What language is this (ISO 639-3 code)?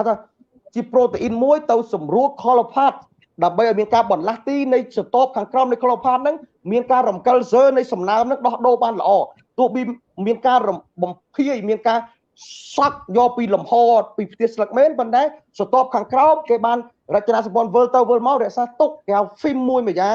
khm